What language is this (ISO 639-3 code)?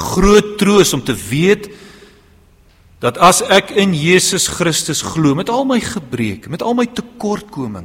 afr